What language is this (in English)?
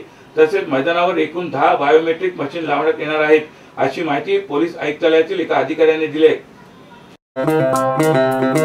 Marathi